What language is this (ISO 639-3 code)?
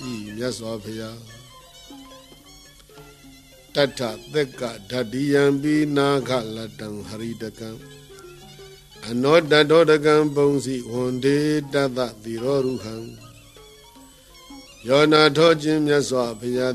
mya